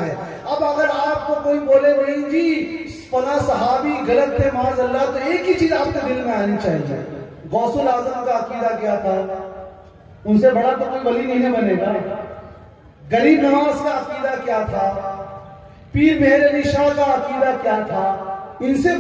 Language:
Urdu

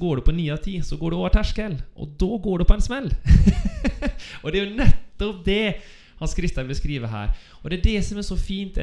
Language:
Norwegian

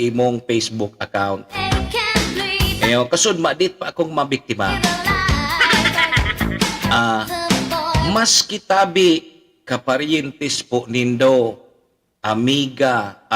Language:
Bikol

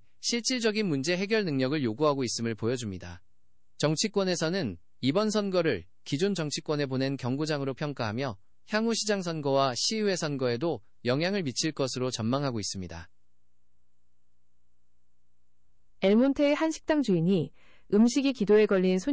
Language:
Korean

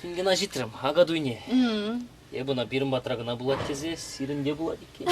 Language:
Chuvash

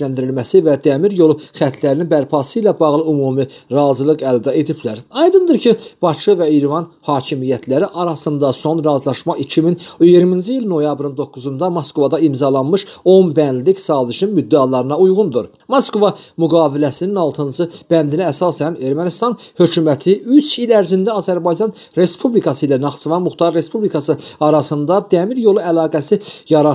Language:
Azerbaijani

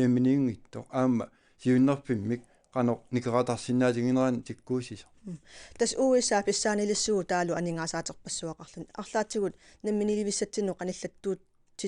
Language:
Kalaallisut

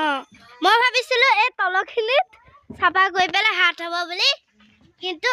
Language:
Assamese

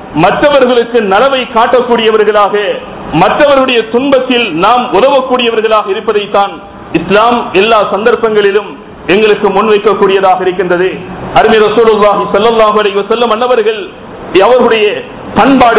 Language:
Tamil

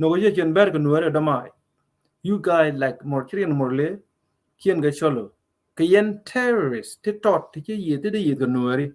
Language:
Nuer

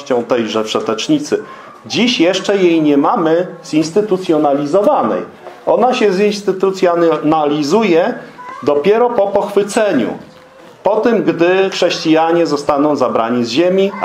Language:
Polish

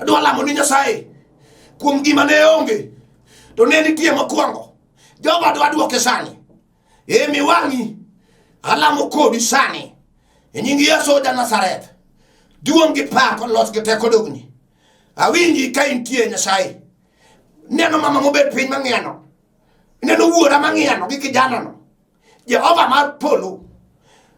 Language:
Luo (Kenya and Tanzania)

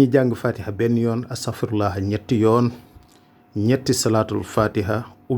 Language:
Wolof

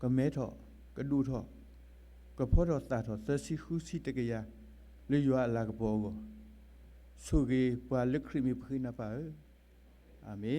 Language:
S'gaw Karen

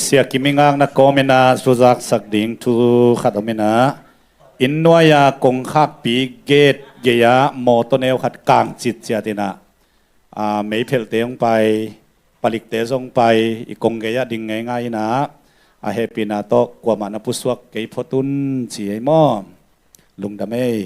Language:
Tedim Chin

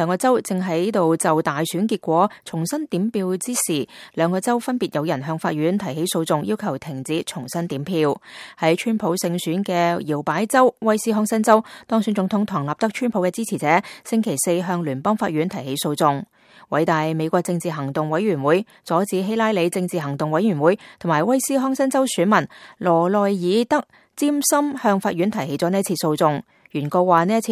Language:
Cantonese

